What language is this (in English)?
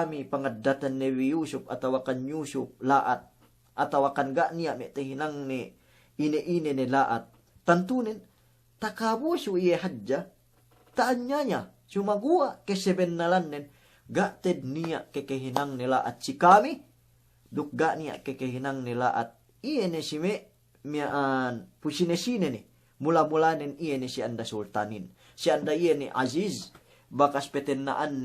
Yakan